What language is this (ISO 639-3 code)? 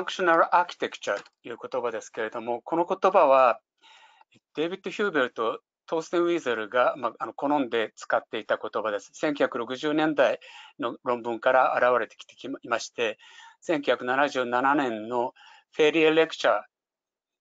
jpn